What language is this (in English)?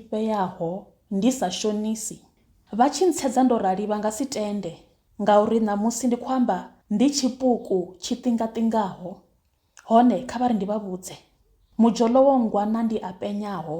Venda